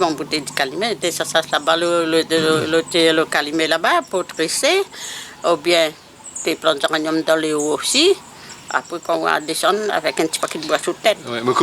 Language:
Réunion Creole French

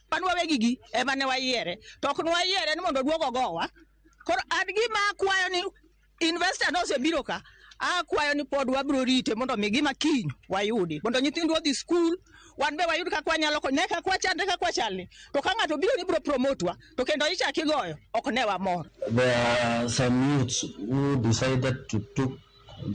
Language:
Luo (Kenya and Tanzania)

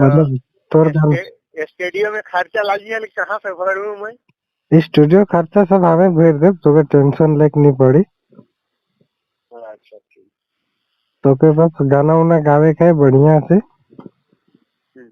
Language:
Sadri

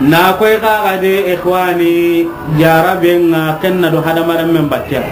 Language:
Soninke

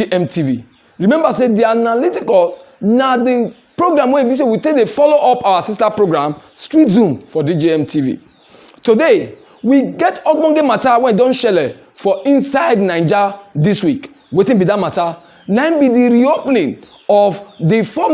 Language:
Nigerian Pidgin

